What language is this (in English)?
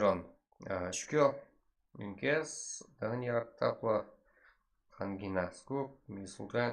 Kara-Kalpak